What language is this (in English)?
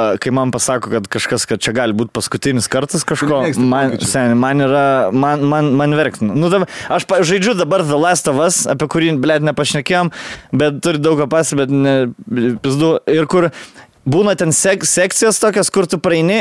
Lithuanian